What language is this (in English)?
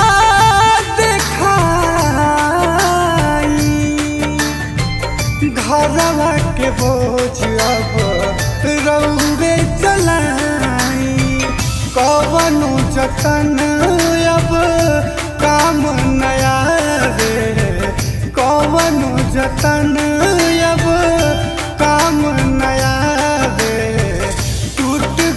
Bhojpuri